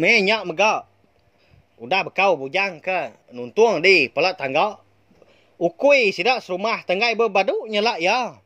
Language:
Iban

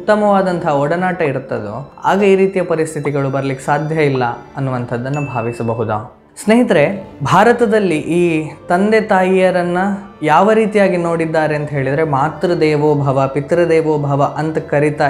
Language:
Kannada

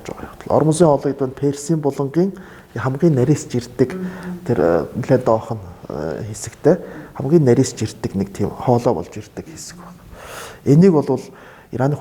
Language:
Mongolian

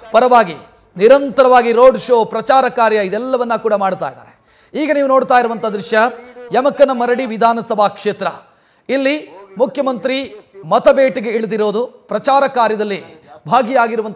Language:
Kannada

